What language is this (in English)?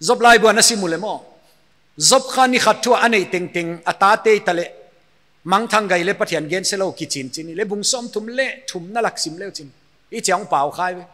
Paite Chin